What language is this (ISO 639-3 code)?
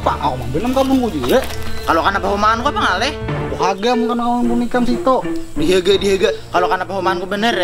bjn